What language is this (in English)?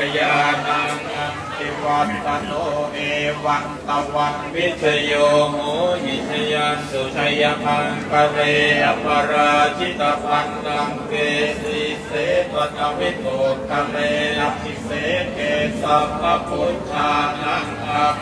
Pali